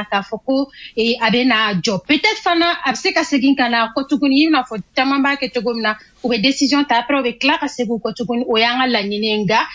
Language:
Bambara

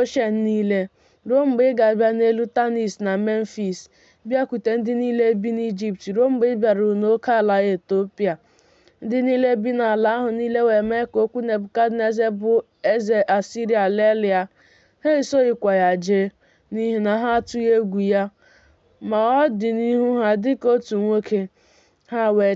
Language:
Igbo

